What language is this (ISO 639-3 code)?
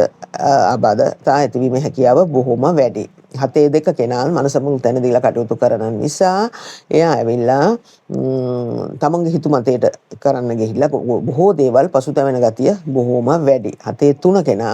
sin